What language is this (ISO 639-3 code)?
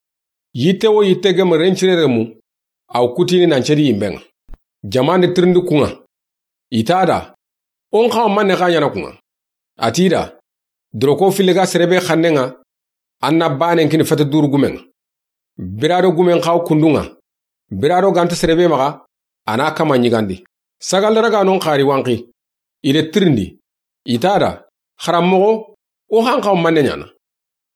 snk